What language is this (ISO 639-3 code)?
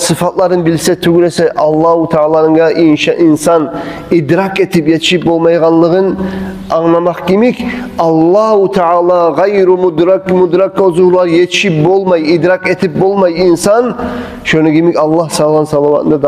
kum